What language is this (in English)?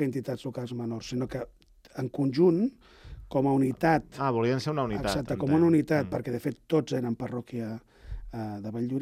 Catalan